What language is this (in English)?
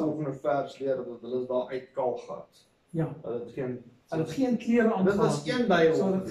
Afrikaans